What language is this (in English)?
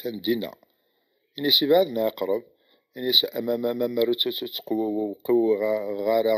Kabyle